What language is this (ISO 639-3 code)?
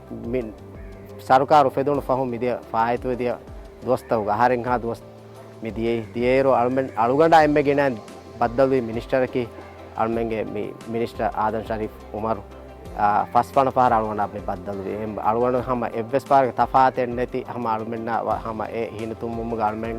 div